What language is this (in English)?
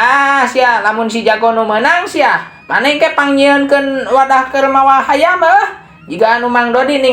Sundanese